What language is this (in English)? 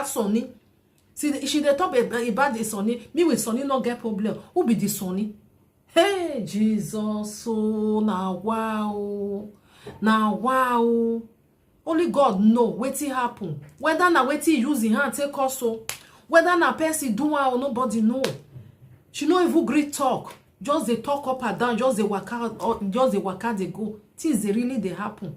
Nigerian Pidgin